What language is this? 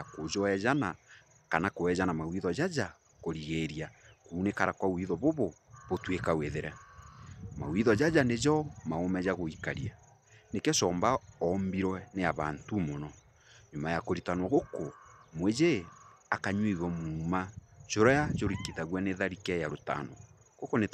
Meru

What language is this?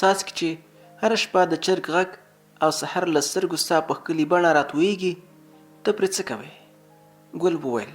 Pashto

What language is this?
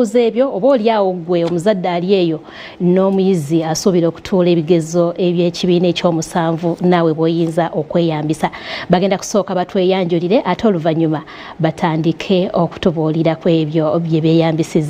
Ganda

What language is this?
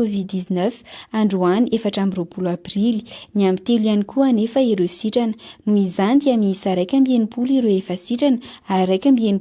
Malagasy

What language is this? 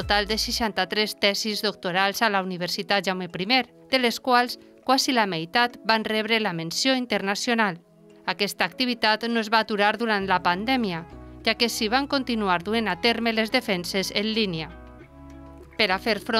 Catalan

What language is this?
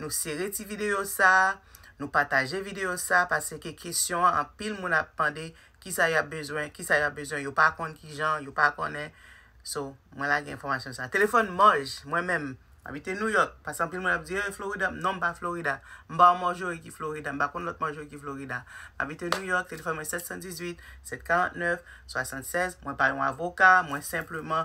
Haitian Creole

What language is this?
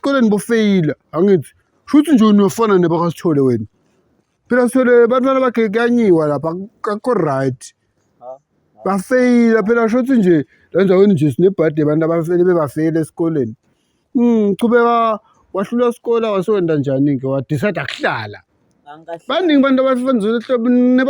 Zulu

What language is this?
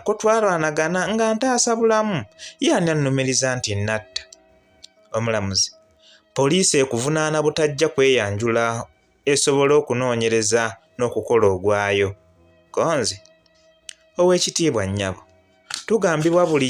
Ganda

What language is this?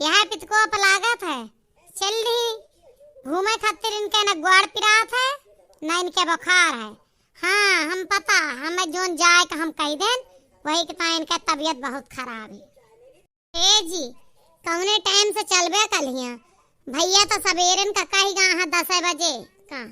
Awadhi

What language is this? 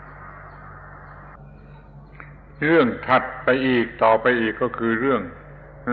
Thai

